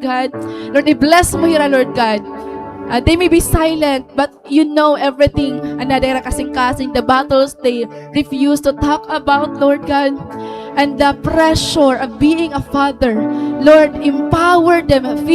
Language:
Waray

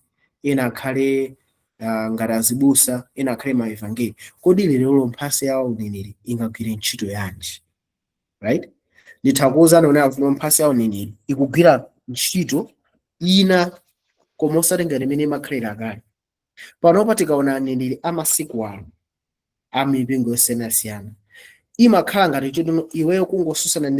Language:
Nyanja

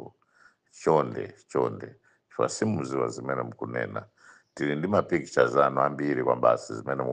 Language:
Nyanja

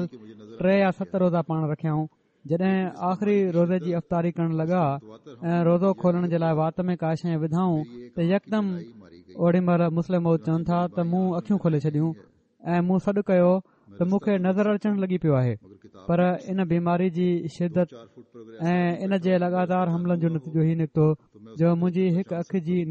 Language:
Sindhi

